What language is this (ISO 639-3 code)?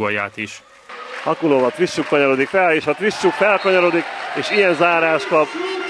hun